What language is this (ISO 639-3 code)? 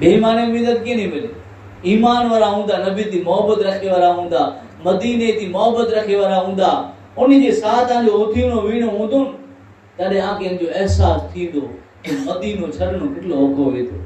kfr